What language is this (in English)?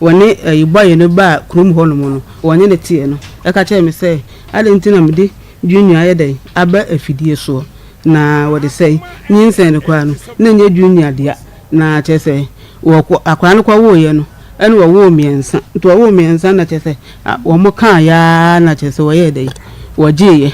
Akan